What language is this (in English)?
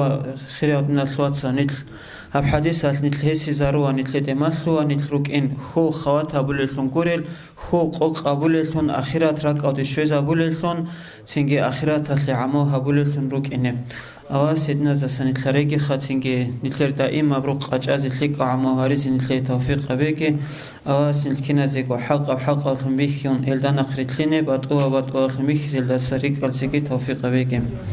Avaric